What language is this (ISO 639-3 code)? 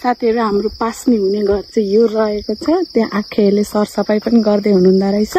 nep